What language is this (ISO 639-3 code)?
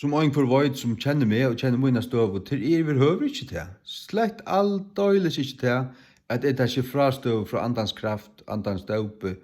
fao